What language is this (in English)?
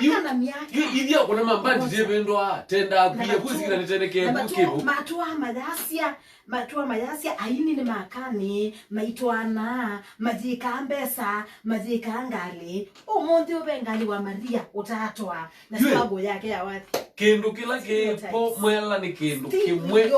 Kamba